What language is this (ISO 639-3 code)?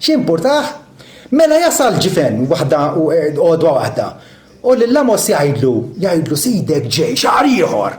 mlt